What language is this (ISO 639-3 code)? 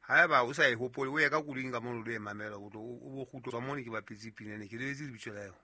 sot